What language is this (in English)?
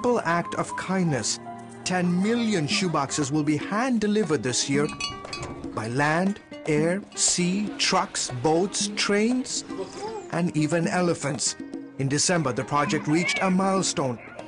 English